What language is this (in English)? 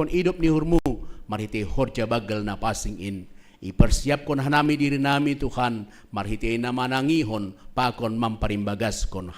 Batak Simalungun